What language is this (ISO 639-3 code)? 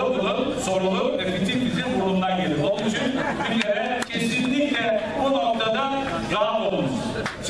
tur